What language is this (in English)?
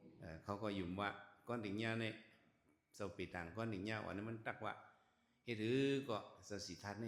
Shan